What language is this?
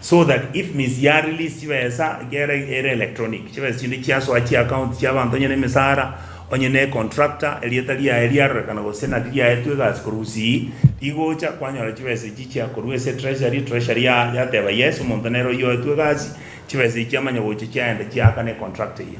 Gusii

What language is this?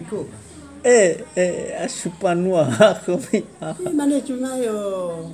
Nias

